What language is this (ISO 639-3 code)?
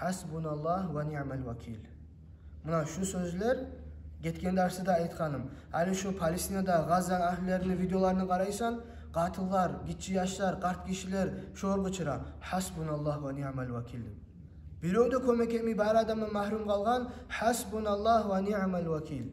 kum